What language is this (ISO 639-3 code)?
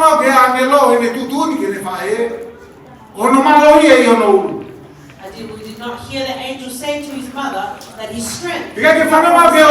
ton